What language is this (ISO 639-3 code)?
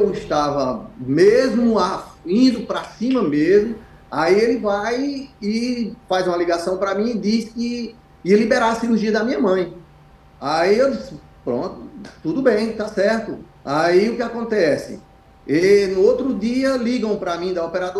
por